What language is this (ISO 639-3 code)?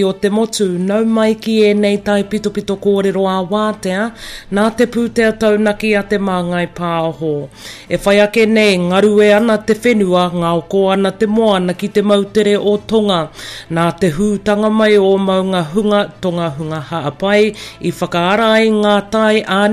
mri